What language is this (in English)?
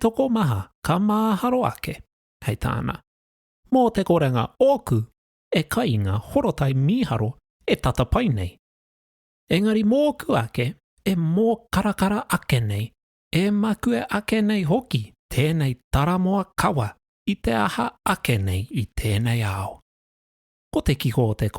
Māori